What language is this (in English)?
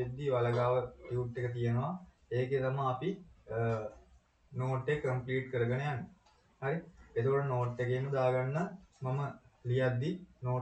Sinhala